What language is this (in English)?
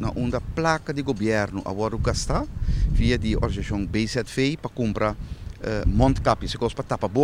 Papiamento